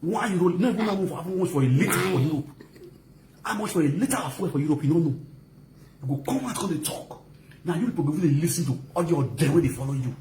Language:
Nigerian Pidgin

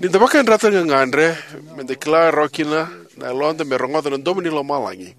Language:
Fijian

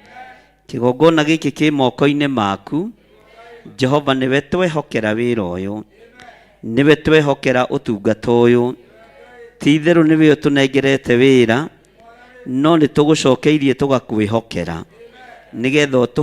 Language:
Kikuyu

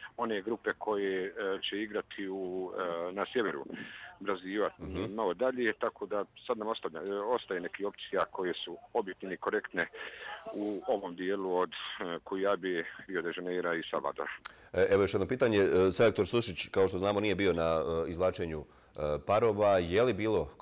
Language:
Bosnian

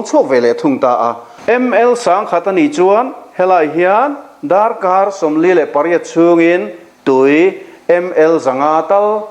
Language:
Mizo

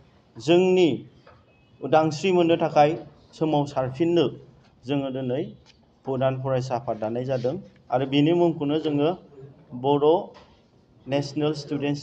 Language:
Bodo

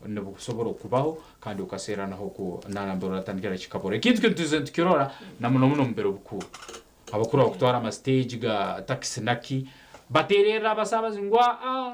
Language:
Nyankole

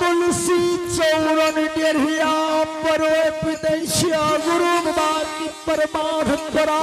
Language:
Angika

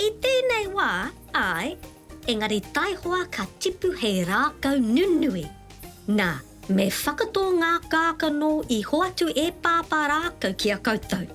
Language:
Māori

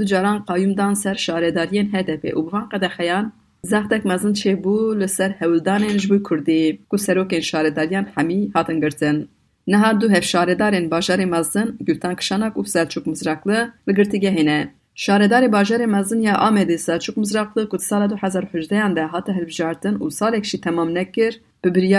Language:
Kurdish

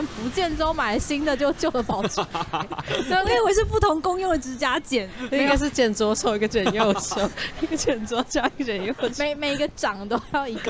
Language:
Chinese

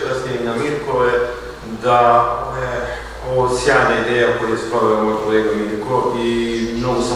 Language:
Serbian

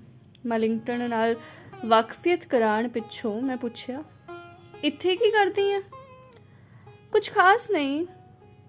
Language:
Punjabi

